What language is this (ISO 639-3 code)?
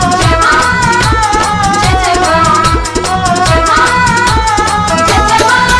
bho